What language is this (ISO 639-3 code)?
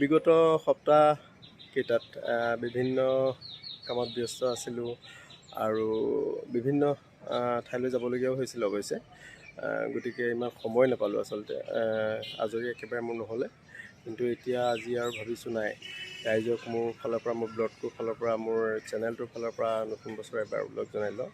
asm